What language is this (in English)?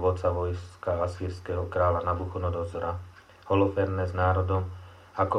Slovak